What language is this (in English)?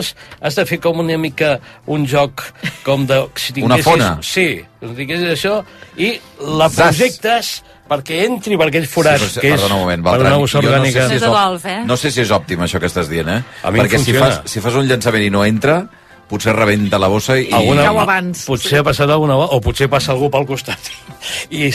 Catalan